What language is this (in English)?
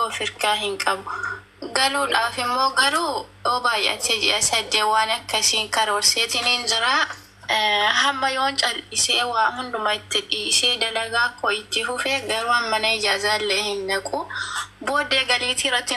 Oromo